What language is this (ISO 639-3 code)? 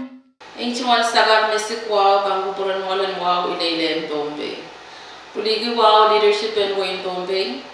pon